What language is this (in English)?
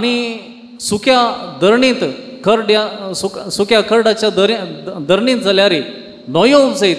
Konkani